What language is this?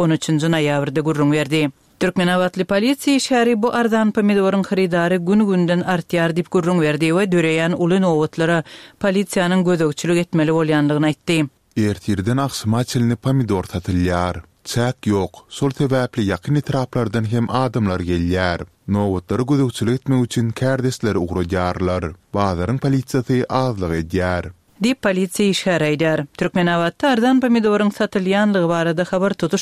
Turkmen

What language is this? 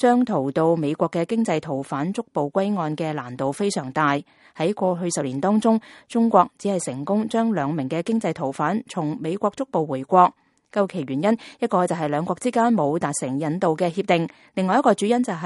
Cantonese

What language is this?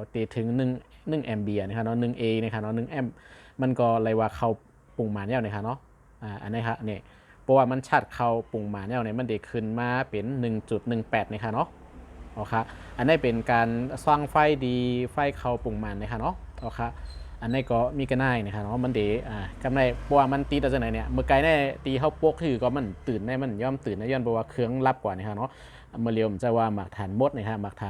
Shan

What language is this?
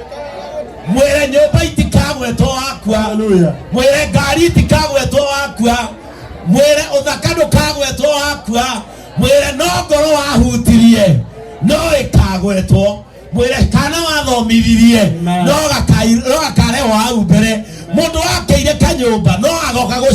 Kikuyu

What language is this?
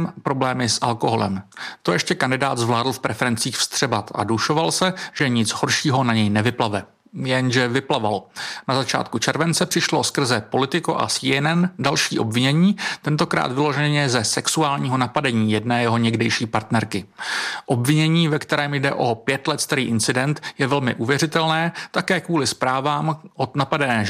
Czech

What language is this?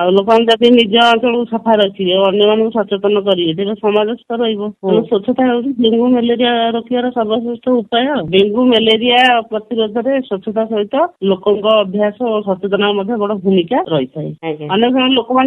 Odia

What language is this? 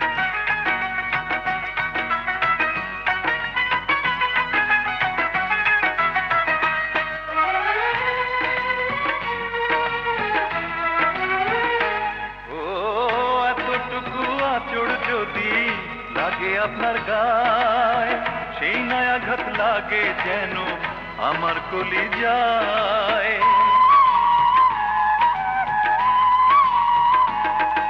Bangla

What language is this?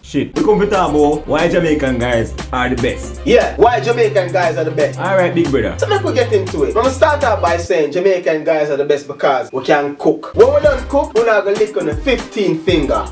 Jamaican Creole English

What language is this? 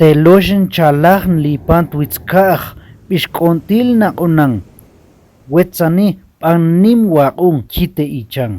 Tektiteko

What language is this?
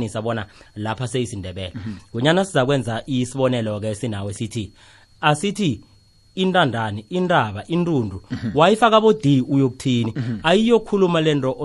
South Ndebele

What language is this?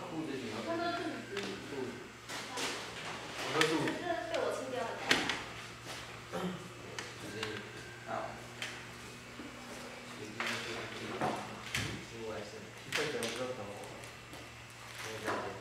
Chinese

